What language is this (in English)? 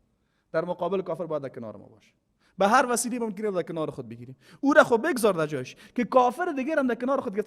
Persian